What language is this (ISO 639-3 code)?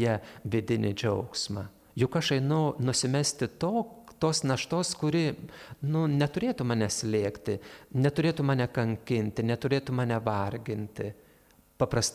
lit